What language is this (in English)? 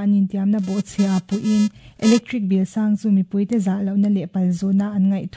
Mizo